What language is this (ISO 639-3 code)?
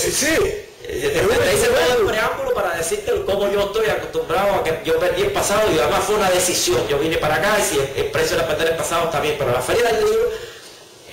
spa